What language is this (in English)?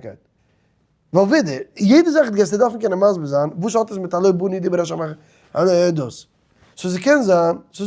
Yiddish